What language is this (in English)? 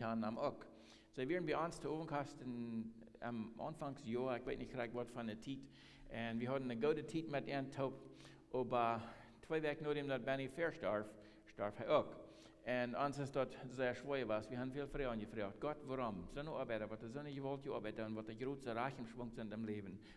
Plautdietsch